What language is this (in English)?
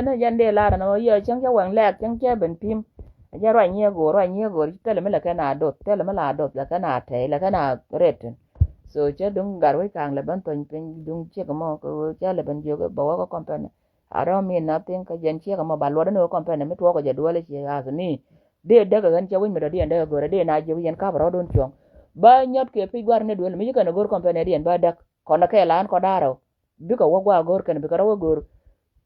Nuer